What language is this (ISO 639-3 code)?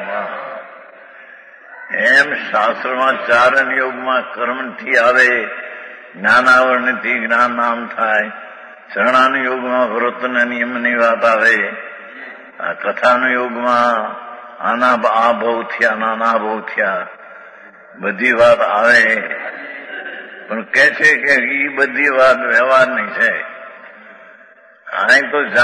guj